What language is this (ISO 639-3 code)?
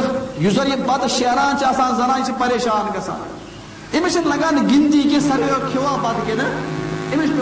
kas